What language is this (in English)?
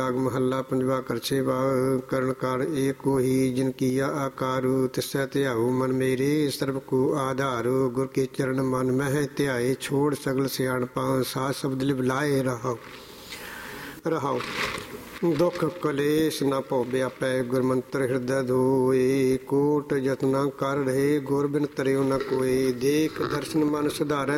Punjabi